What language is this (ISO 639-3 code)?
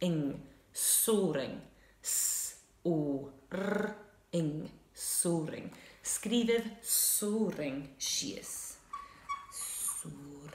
gla